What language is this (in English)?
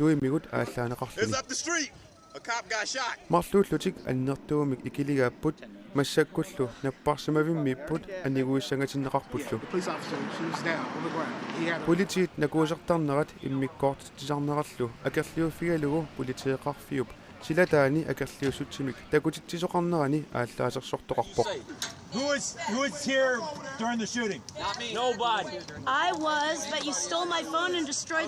Kalaallisut